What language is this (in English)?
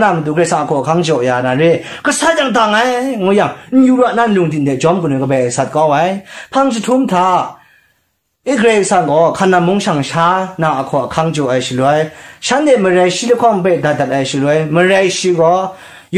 Kachin